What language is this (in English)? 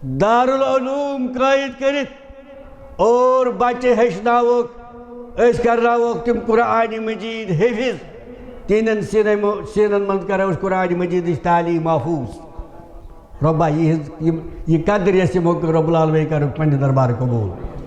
Kashmiri